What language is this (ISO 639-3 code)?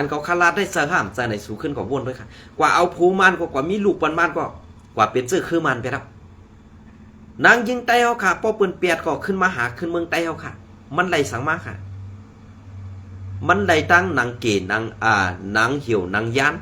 shn